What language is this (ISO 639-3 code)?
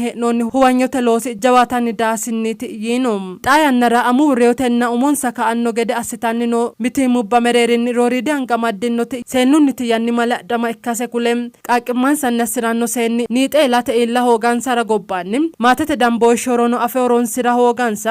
sid